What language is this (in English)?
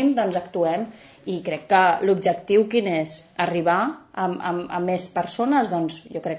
Catalan